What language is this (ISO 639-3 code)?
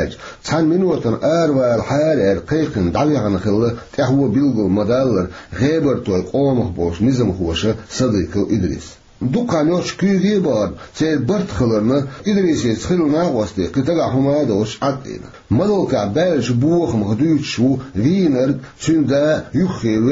che